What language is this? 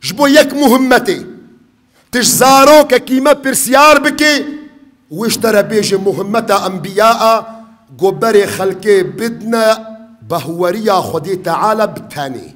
Kurdish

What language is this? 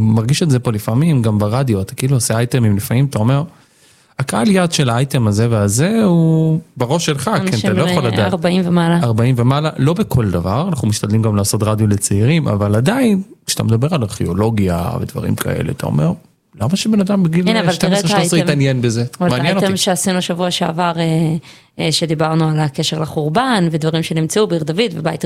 Hebrew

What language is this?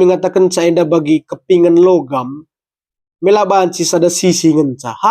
Batak Karo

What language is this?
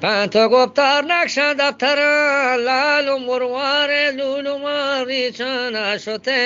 Eastern Balochi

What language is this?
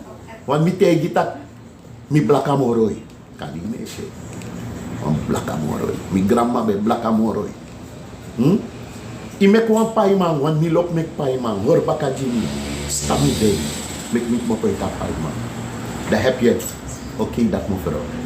Sranan Tongo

